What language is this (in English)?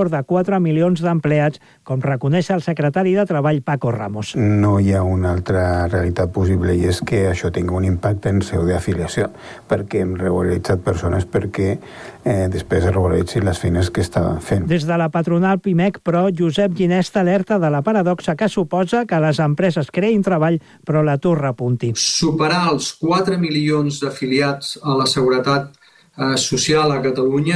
Catalan